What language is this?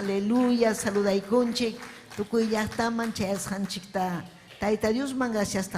Ayacucho Quechua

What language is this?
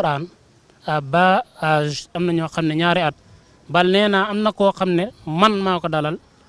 Wolof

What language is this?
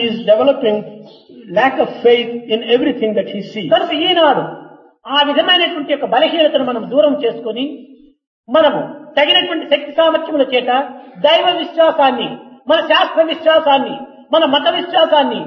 Telugu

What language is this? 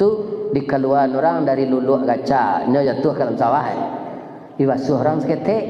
Minangkabau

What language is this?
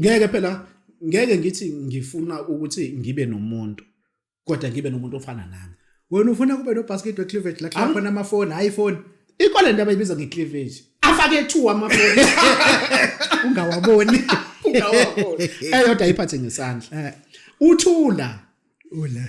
Zulu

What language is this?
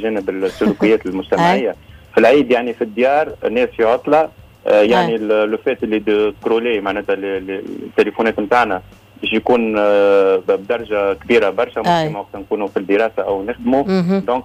Tunisian Arabic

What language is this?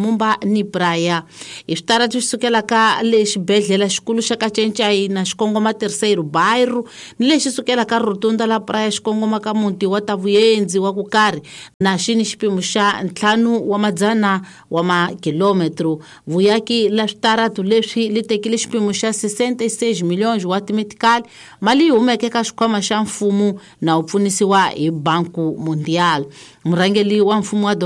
Tsonga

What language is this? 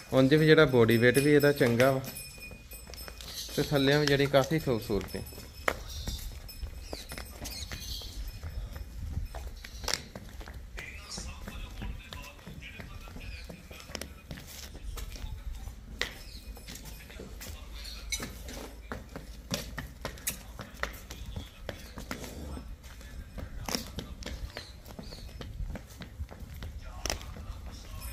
Punjabi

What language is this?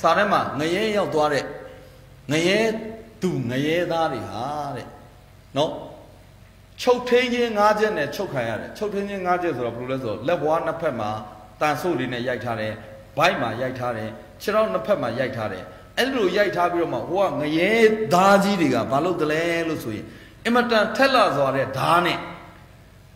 Burmese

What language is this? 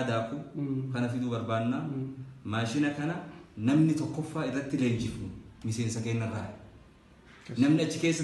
Oromo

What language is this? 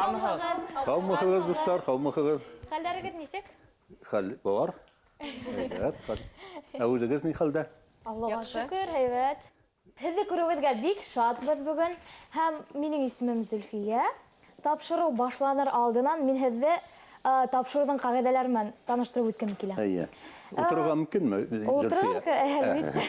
Bashkir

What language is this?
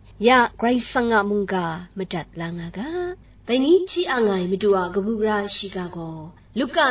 Kachin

